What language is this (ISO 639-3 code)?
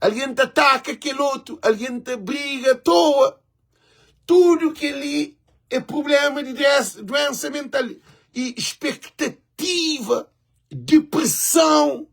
kea